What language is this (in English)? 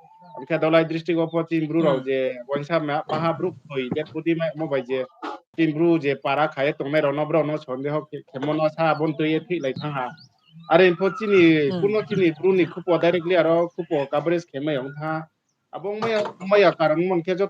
Riang (India)